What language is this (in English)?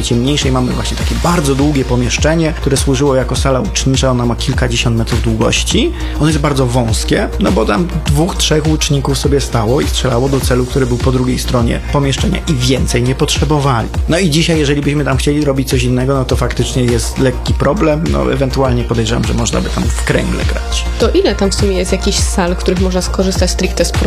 Polish